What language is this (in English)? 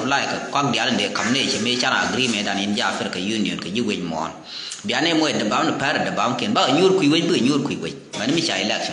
Nuer